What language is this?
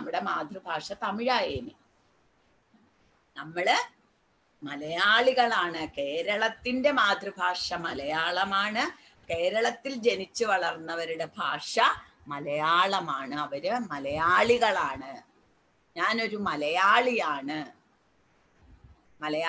Malayalam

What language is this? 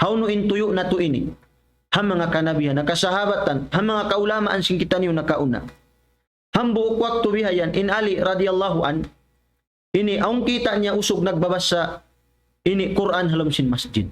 Tausug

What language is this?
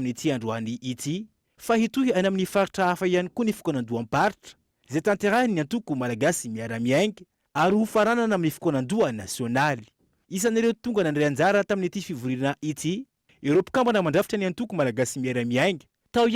Malagasy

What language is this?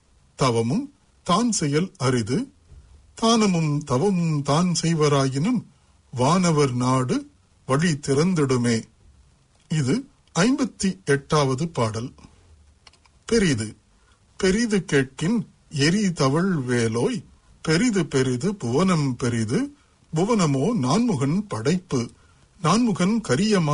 Tamil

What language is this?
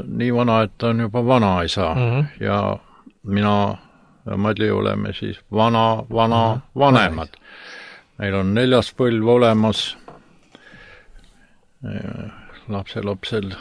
Estonian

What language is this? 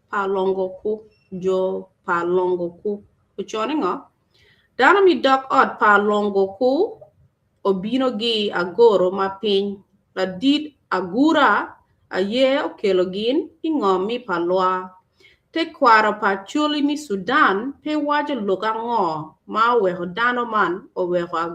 Acoli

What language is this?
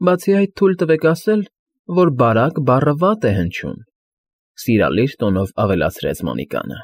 Armenian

